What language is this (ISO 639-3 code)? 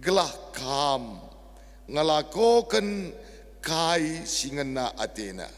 btx